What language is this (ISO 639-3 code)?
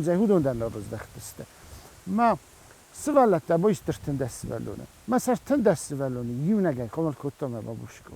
oss